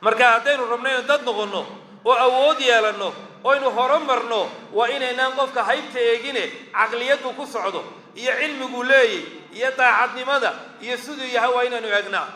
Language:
Somali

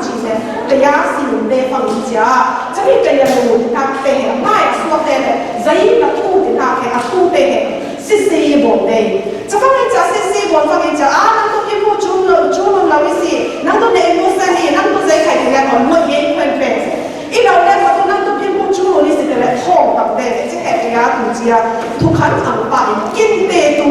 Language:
Falam Chin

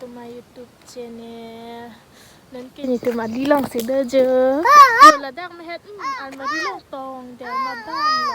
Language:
Karbi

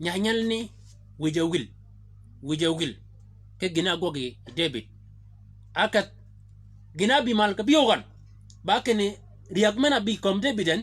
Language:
Shilluk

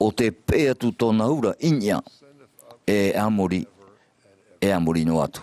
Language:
Tahitian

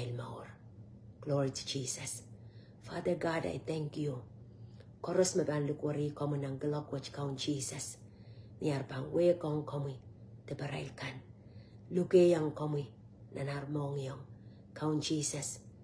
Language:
Pohnpeian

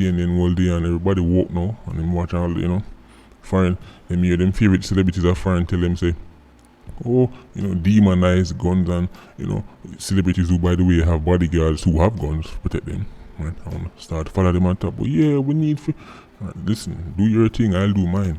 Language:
Jamaican Creole English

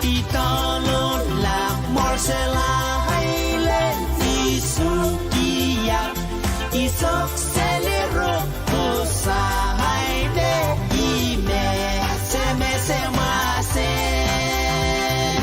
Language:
Pohnpeian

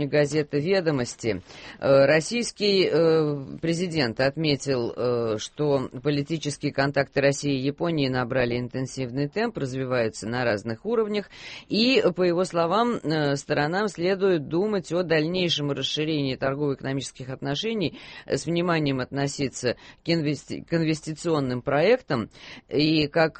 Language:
Russian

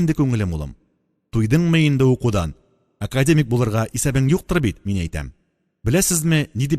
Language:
Tatar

